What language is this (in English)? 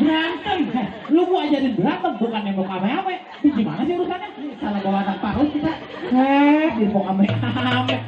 Betawi